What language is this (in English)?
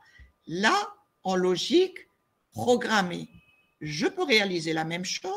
French